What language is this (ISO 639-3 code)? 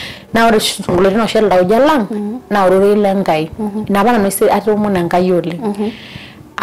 mas